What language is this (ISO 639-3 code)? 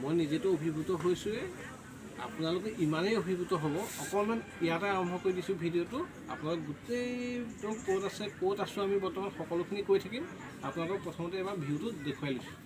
asm